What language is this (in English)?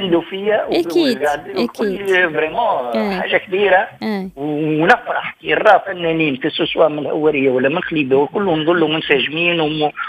Tunisian Arabic